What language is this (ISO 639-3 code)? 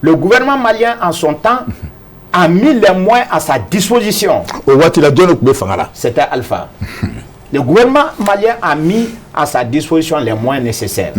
bam